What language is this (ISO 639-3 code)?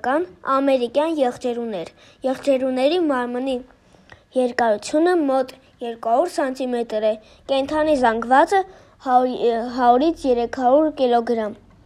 hye